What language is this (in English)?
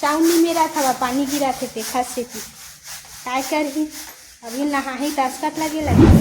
Chhattisgarhi